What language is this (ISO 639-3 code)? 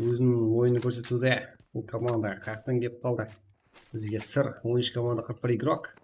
kaa